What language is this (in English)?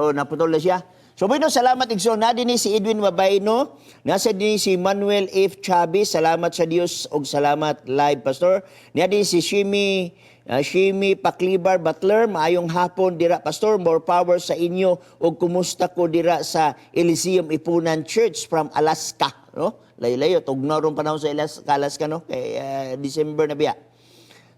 Cebuano